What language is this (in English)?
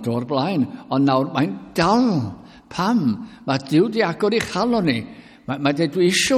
Welsh